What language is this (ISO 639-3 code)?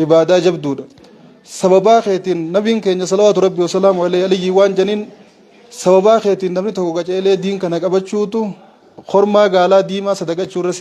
orm